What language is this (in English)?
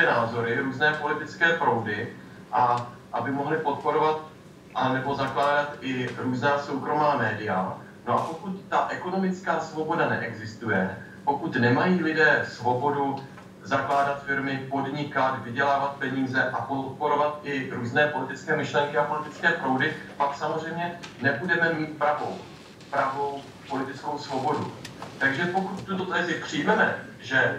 Czech